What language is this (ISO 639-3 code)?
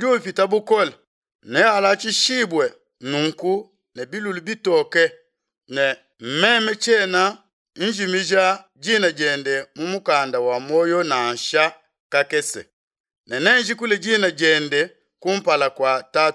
lua